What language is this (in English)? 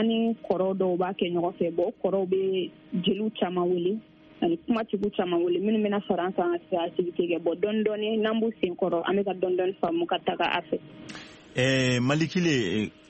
Bambara